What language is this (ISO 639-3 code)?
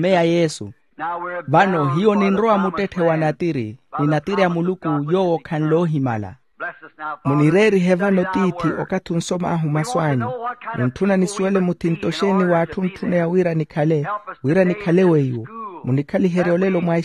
vmw